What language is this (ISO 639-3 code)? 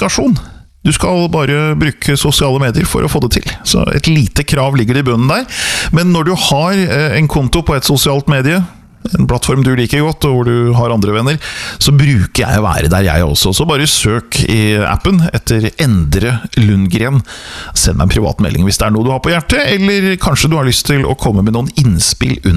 nor